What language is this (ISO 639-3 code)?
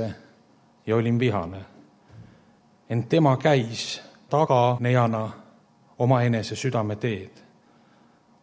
est